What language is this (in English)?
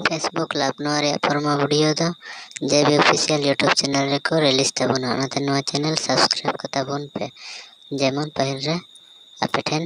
Santali